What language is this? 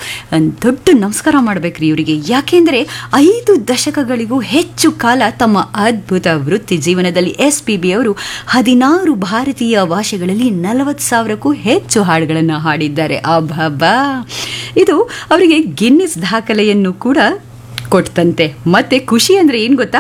Kannada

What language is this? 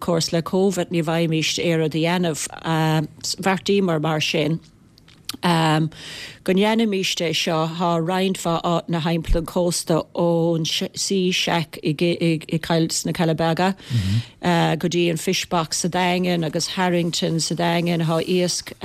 Irish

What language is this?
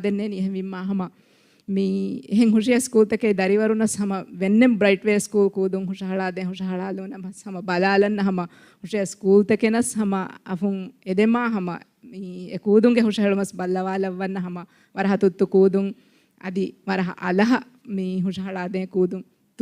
Divehi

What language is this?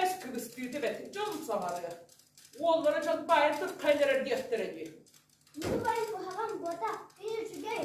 Yakut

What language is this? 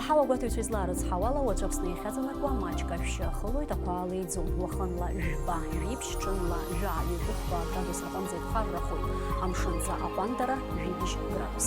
Abkhazian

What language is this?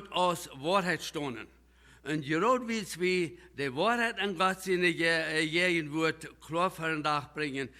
Plautdietsch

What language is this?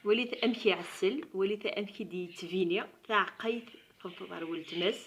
Kabyle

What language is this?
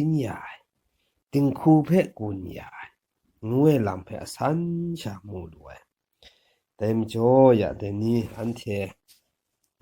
Kachin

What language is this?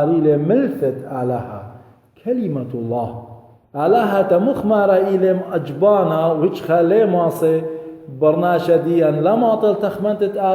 Assyrian Neo-Aramaic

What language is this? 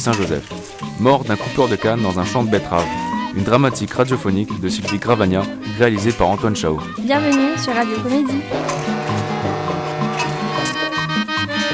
French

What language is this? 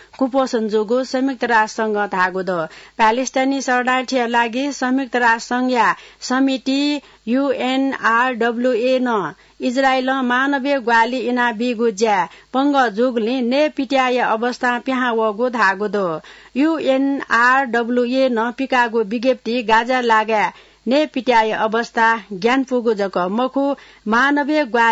Newari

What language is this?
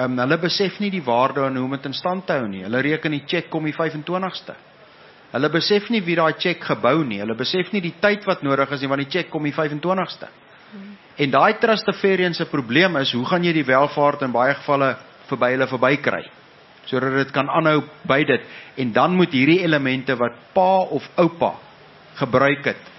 Afrikaans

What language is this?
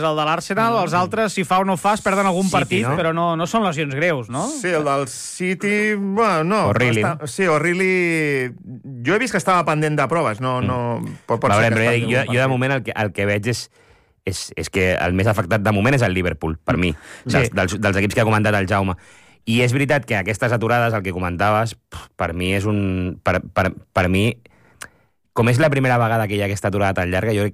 Catalan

